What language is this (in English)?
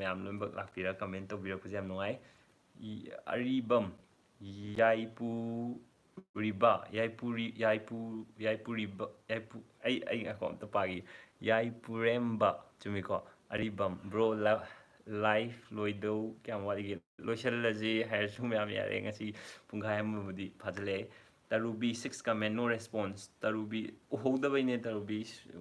Manipuri